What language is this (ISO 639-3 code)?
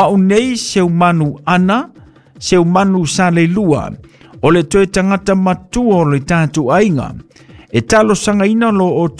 smo